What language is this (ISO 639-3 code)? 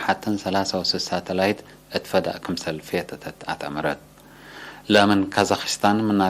tig